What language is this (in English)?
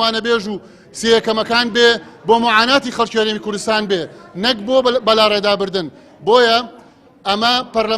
Central Kurdish